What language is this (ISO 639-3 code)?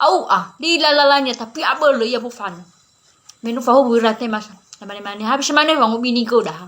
nia